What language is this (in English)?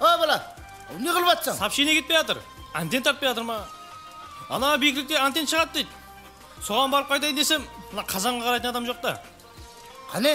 Kara-Kalpak